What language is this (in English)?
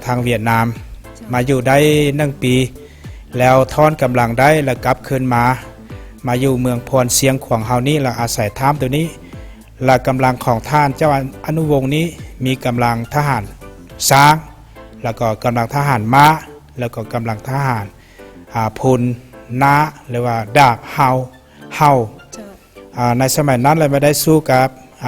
Lao